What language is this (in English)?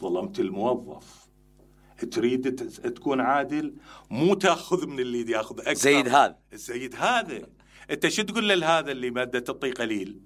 Mesopotamian Arabic